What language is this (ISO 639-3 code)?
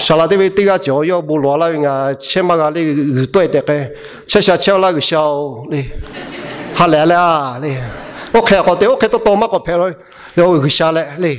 lhu